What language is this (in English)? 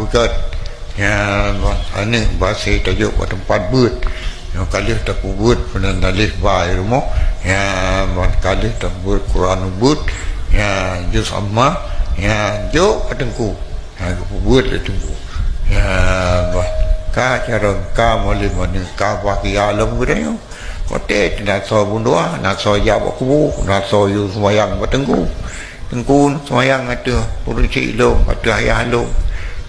Achinese